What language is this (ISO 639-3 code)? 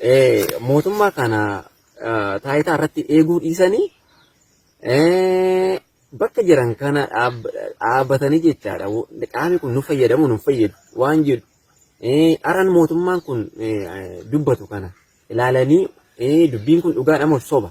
orm